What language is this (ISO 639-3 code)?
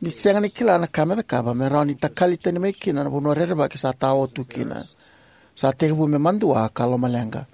fij